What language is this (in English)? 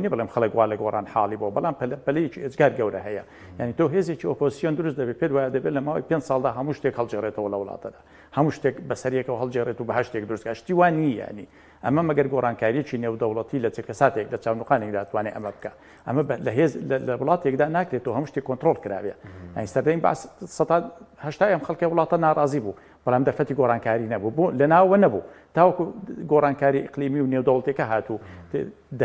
Central Kurdish